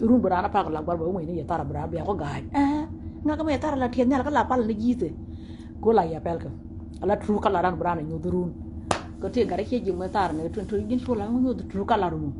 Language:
Nuer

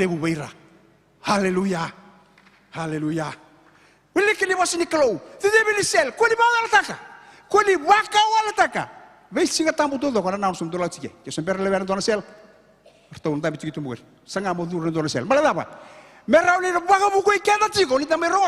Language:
Fijian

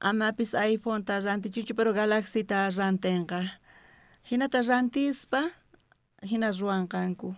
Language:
South Bolivian Quechua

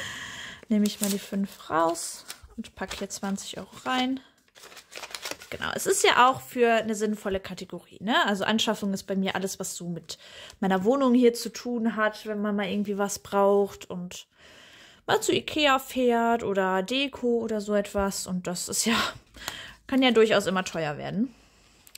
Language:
German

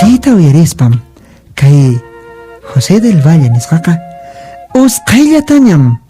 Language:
Quechua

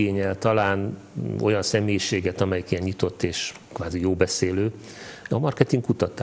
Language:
Hungarian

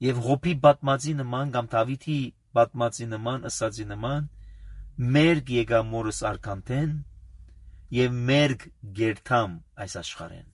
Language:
Armenian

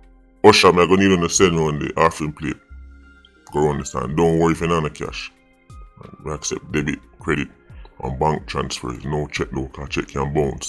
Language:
Jamaican Creole English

